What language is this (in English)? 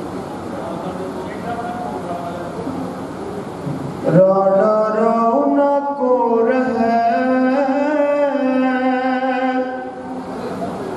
Punjabi